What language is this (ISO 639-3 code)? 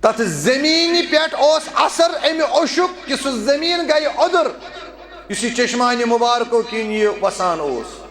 kas